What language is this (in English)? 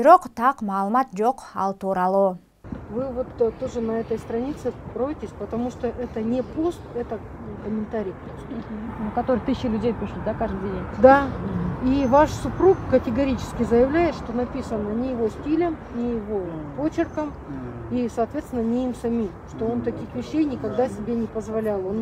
Kyrgyz